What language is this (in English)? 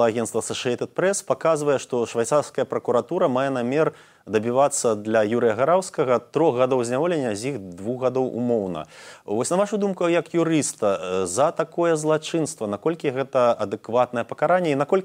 Belarusian